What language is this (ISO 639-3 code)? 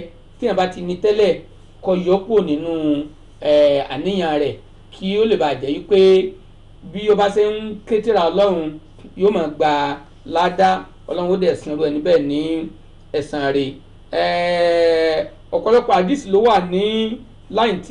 yor